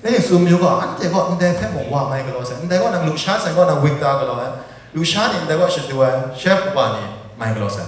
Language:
Kachin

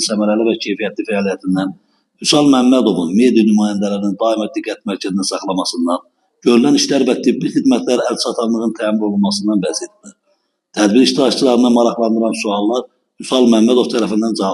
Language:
Azerbaijani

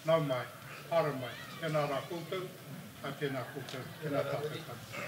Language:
Māori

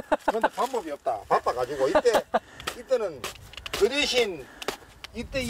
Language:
Korean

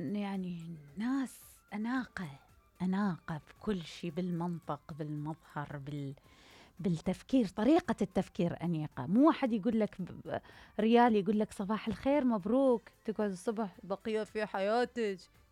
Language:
Mesopotamian Arabic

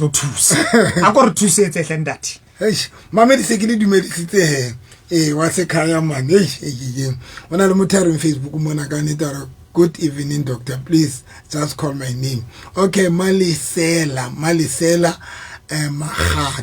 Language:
Southern Sotho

